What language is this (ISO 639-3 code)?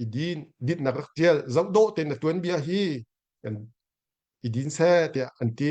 cnh